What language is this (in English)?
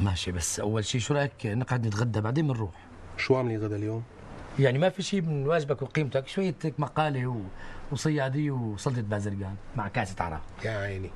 North Levantine Arabic